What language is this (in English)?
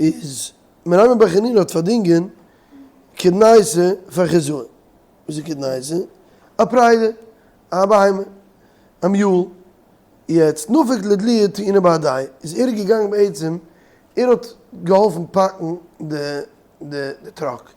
Yiddish